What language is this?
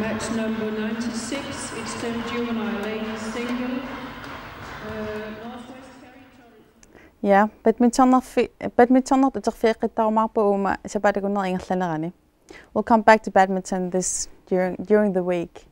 Kalaallisut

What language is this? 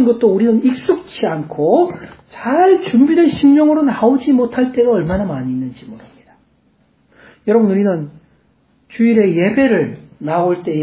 Korean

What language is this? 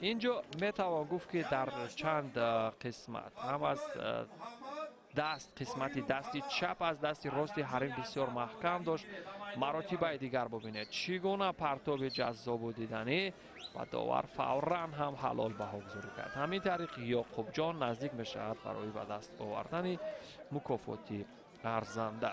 Tajik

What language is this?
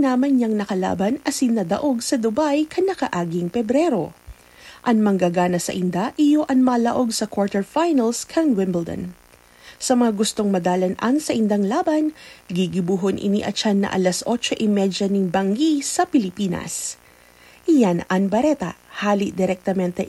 Bikol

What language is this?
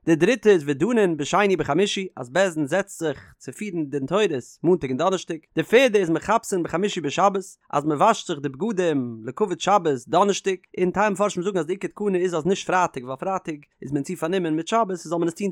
Yiddish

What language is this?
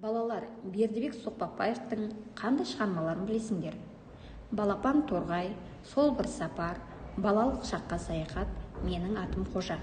Kazakh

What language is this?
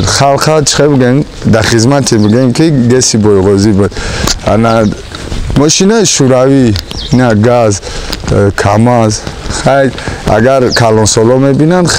Tajik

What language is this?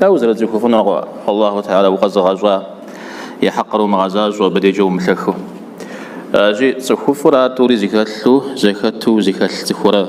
Kabardian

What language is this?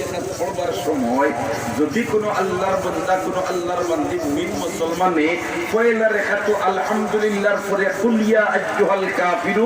Sylheti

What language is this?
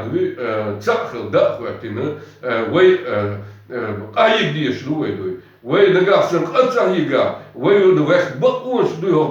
Chechen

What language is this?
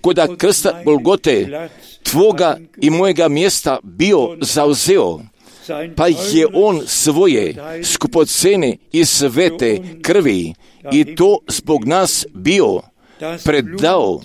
Croatian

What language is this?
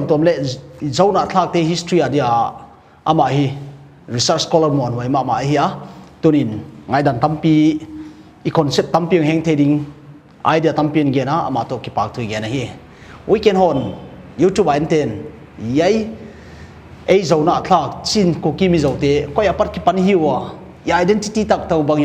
Paite Chin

